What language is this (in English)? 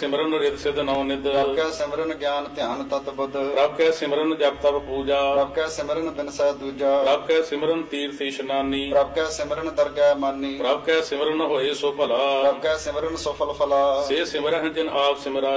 Punjabi